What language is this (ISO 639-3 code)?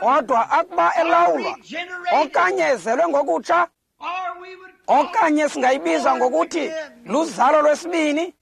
xho